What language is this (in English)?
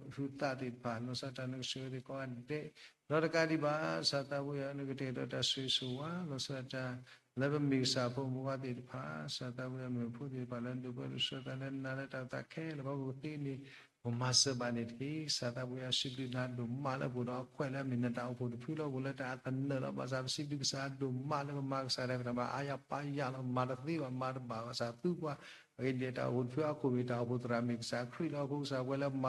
S'gaw Karen